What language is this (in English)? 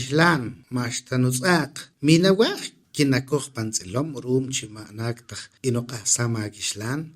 Poqomchi'